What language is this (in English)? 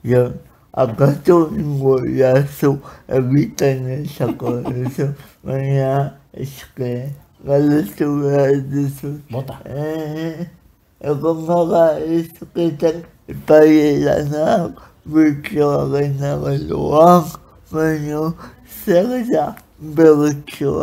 Basque